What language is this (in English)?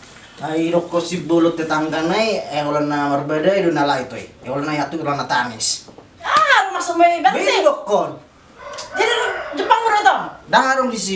Batak Toba